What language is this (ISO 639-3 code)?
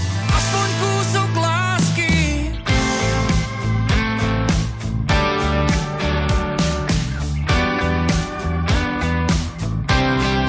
slk